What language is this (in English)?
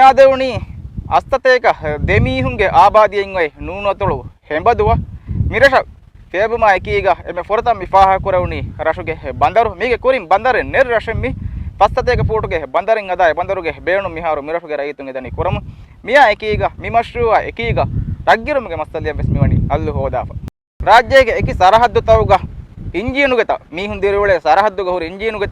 Divehi